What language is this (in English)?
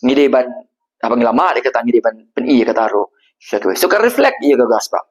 Khasi